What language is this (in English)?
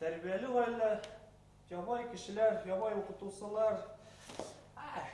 Bashkir